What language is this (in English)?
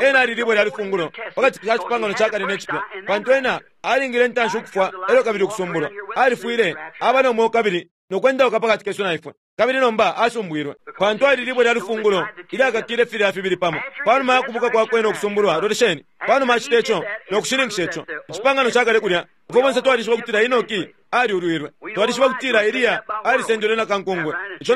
Bemba